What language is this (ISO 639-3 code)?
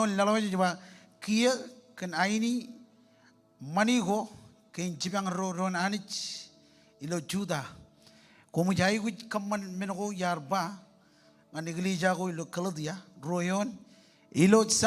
mah